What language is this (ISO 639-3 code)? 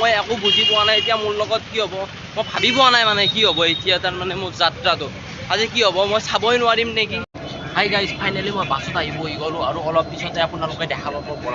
asm